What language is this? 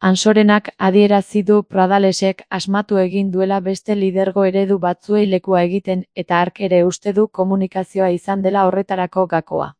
Basque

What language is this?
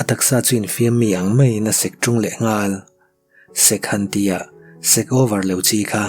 Mizo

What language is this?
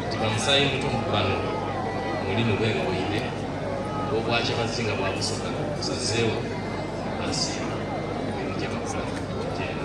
Soga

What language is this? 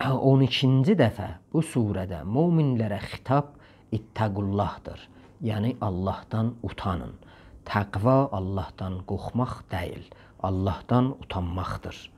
South Azerbaijani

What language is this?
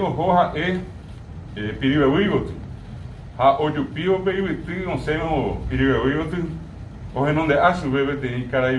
Guarani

